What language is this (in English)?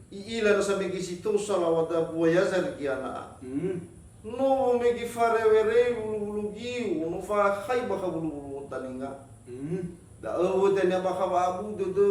Nias